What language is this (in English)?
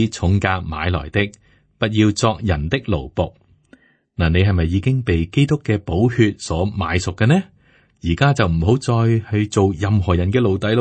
Cantonese